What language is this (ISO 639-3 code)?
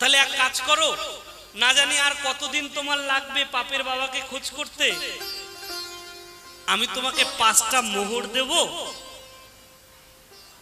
ben